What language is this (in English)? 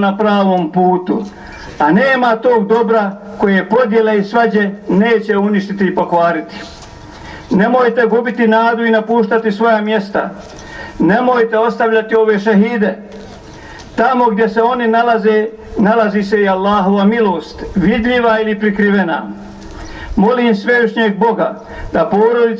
Bosnian